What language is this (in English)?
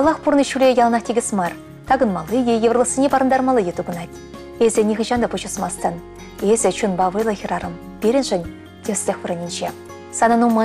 Chuvash